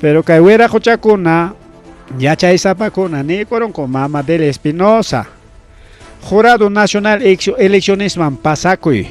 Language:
Ayacucho Quechua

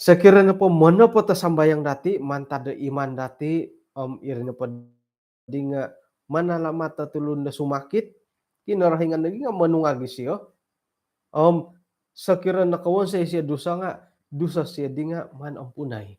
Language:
Central Dusun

